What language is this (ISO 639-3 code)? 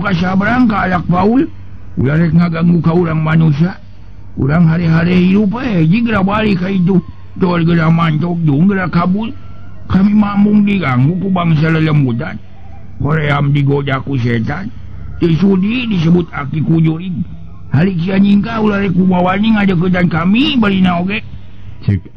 sun